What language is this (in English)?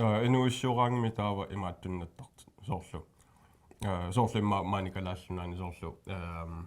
Kalaallisut